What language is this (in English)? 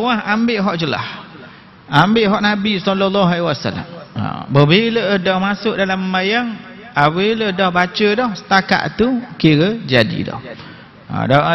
Malay